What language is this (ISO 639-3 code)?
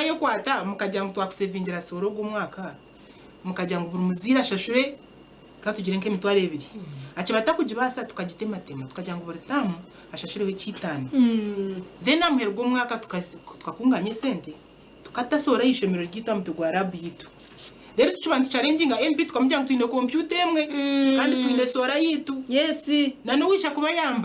nyn